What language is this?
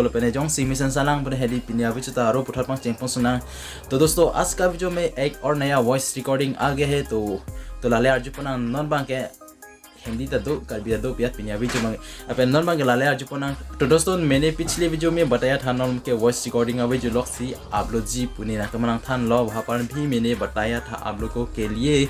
Karbi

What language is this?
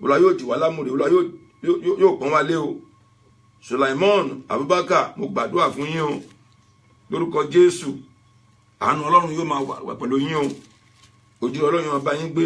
Yoruba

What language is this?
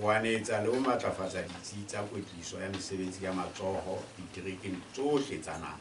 Southern Sotho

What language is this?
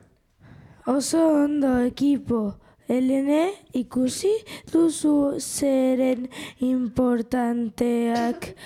Basque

